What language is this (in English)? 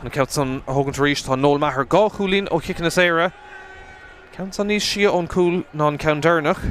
Irish